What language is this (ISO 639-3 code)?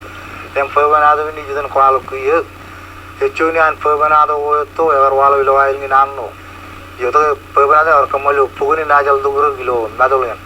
mah